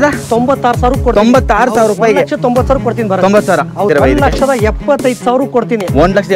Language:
Kannada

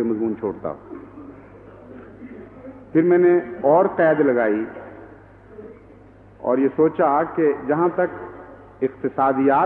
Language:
Urdu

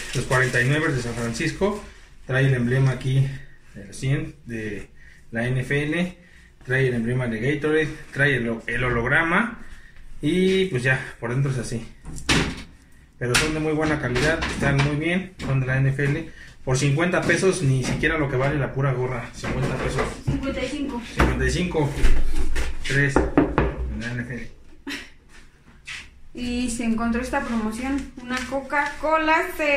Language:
Spanish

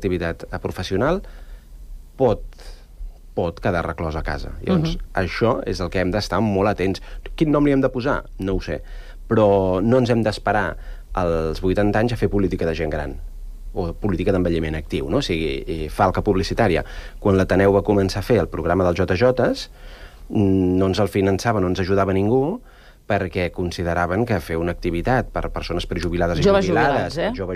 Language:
Catalan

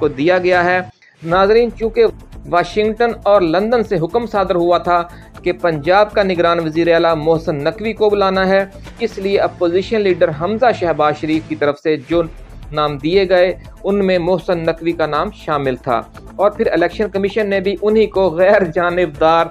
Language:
Urdu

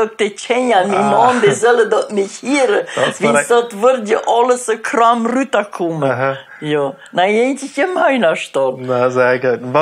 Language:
Plautdietsch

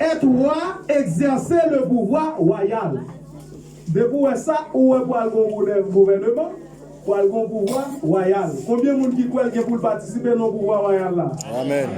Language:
Haitian Creole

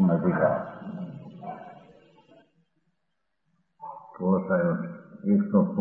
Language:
Gujarati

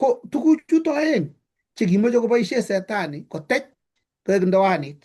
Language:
Kalenjin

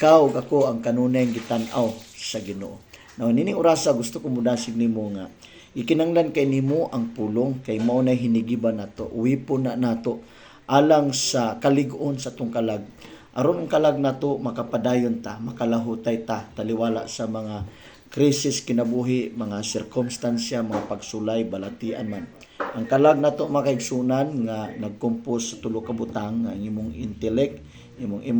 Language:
Cebuano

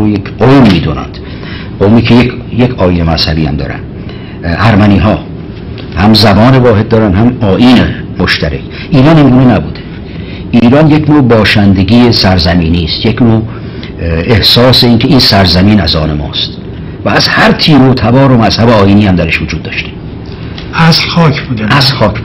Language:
Persian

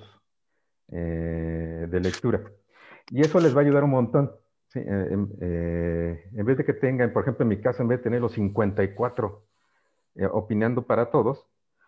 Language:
Spanish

